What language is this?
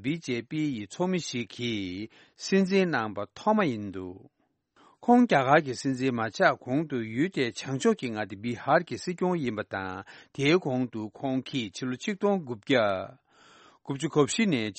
Tibetan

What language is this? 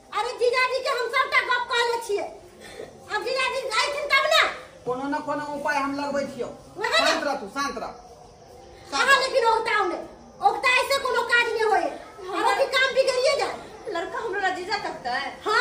Maithili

